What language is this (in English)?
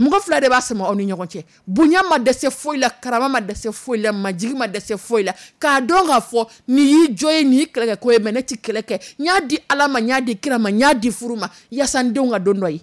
Dyula